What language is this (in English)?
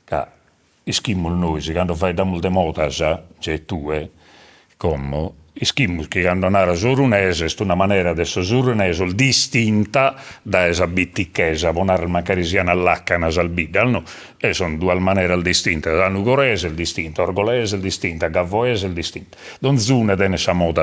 Sardinian